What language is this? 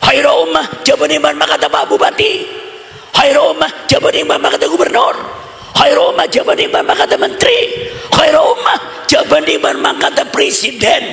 Madurese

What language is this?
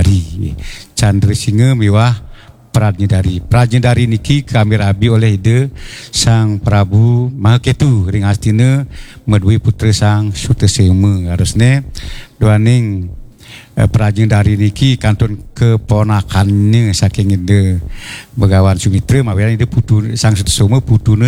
Balinese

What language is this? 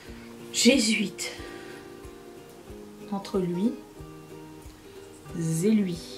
French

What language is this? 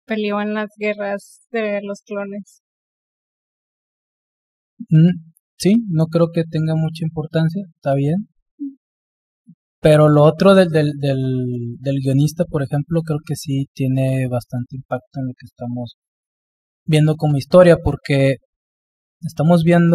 Spanish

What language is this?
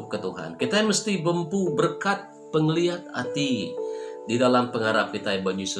Iban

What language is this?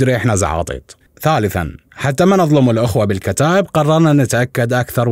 Mesopotamian Arabic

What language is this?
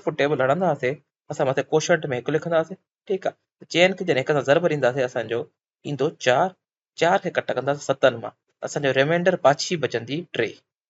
Sindhi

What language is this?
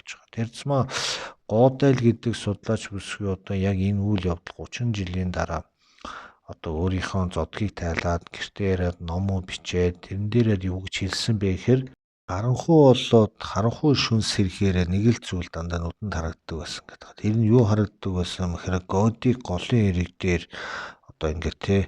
Mongolian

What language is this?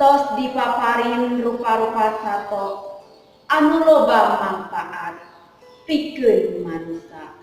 Sundanese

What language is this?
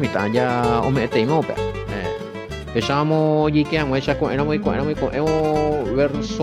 Guarani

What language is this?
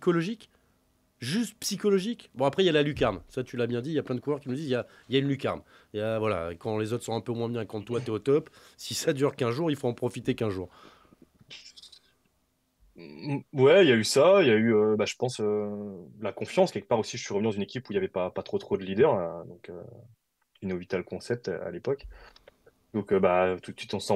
French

